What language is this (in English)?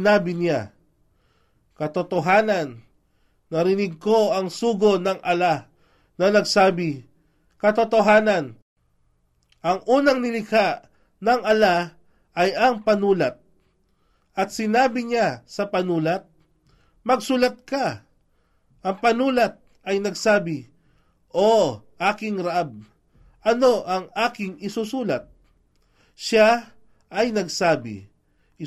Filipino